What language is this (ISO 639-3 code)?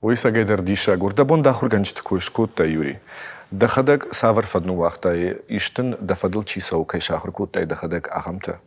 oss